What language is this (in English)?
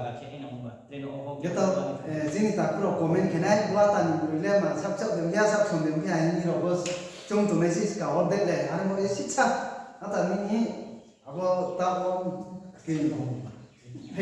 Riang (India)